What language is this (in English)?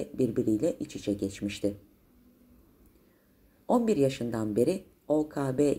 Turkish